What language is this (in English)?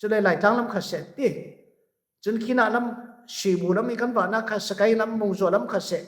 Falam Chin